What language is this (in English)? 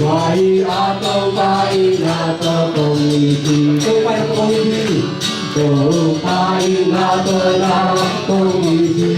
Tedim Chin